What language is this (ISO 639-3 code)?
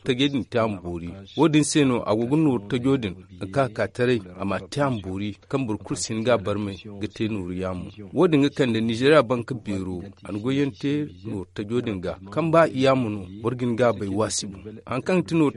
dje